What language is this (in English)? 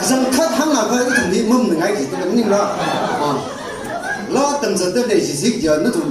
Tangkhul Naga (India)